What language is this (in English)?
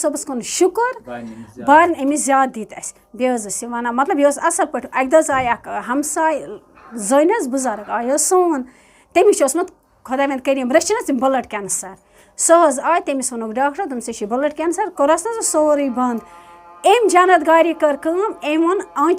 Kashmiri